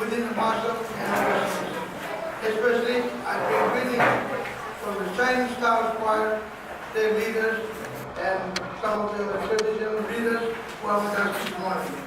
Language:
Pohnpeian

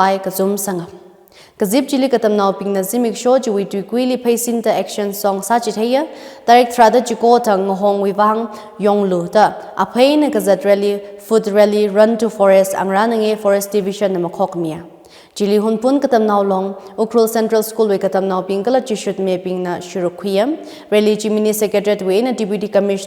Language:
Tangkhul Naga (India)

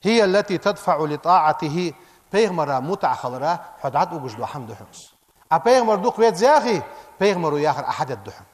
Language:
Ingush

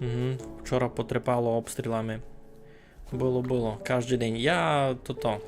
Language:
Rusyn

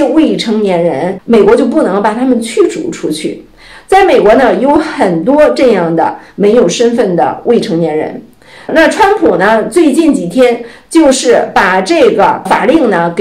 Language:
Chinese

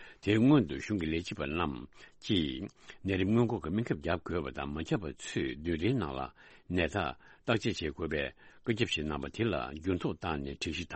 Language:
Tibetan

